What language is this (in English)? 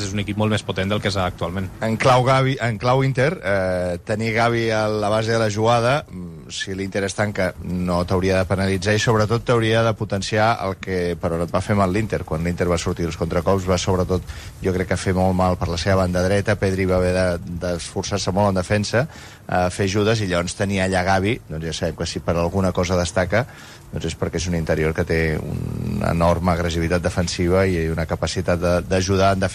Catalan